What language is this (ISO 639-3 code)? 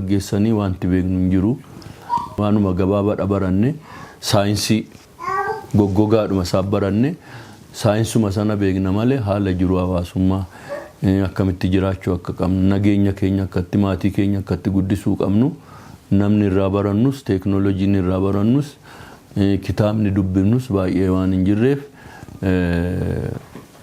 orm